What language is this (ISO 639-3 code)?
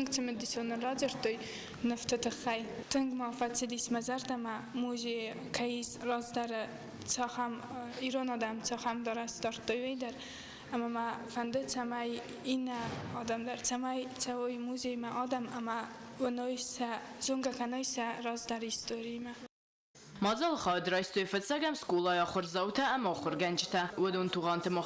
oss